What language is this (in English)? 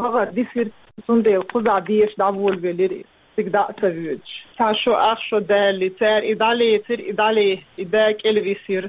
Chechen